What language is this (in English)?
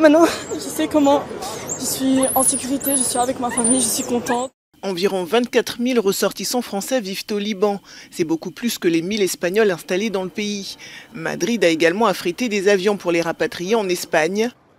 French